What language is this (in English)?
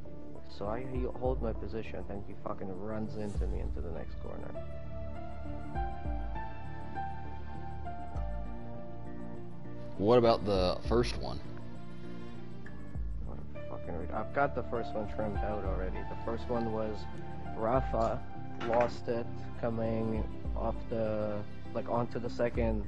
English